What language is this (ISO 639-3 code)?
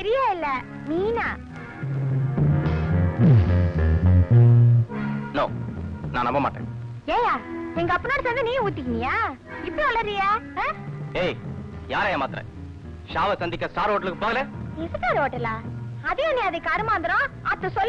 tam